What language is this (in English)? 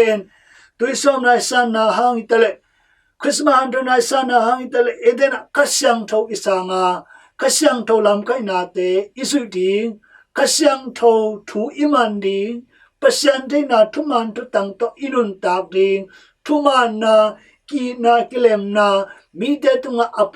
Tedim Chin